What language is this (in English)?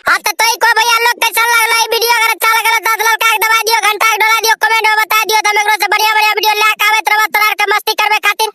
Maithili